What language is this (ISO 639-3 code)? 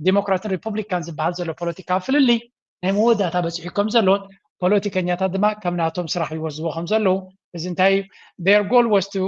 tir